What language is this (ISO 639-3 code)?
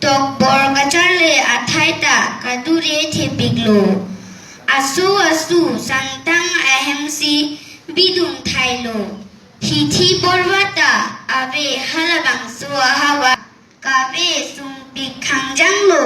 mjw